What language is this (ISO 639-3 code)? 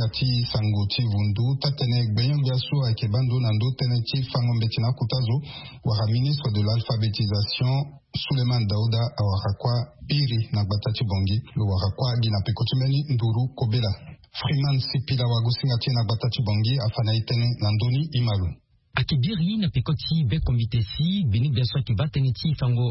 sag